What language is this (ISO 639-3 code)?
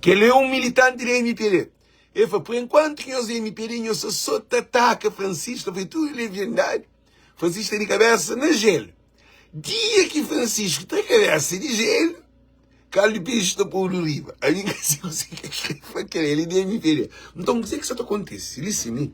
kea